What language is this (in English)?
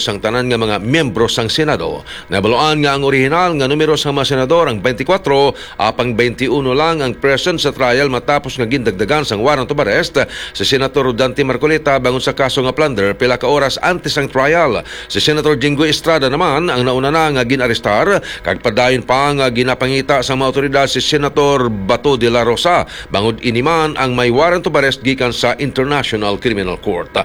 Hiligaynon